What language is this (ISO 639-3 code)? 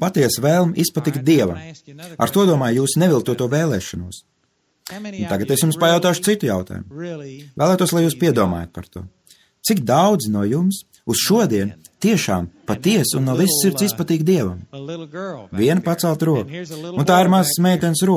lav